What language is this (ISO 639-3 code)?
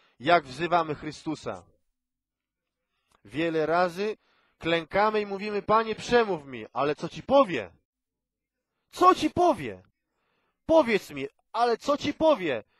pol